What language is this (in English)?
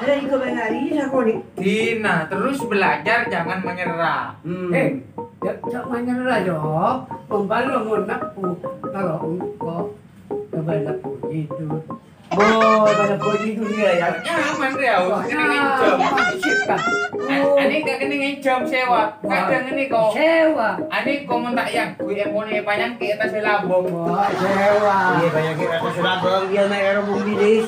Madurese